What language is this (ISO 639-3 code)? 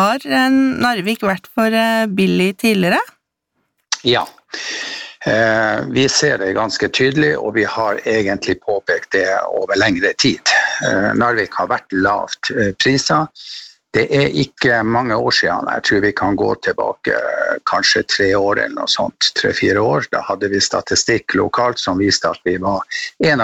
nor